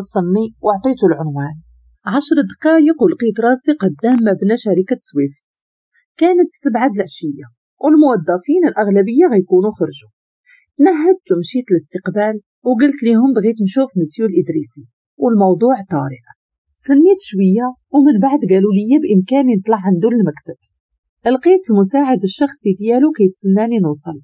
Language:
Moroccan Arabic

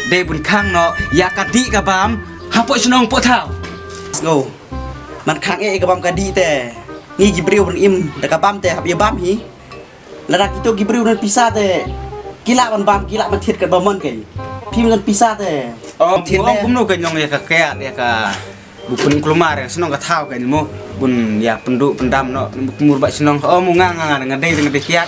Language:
Khasi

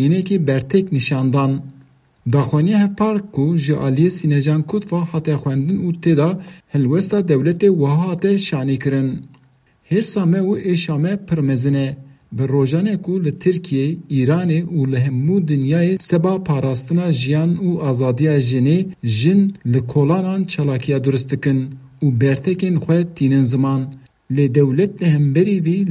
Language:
Kurdish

